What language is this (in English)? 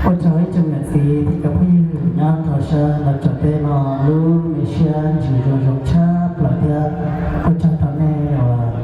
Hmong